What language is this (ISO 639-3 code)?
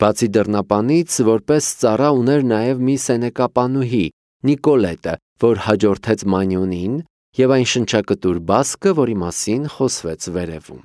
hye